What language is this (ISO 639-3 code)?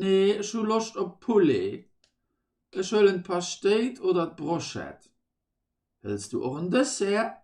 ltz